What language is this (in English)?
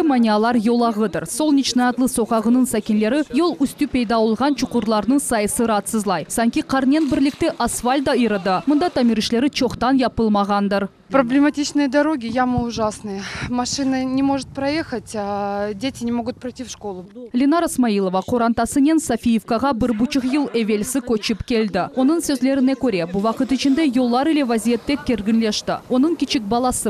Crimean Tatar